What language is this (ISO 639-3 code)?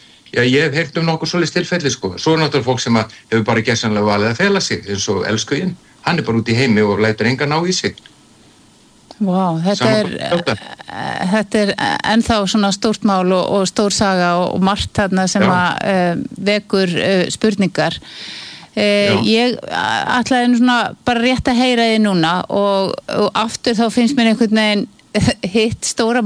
isl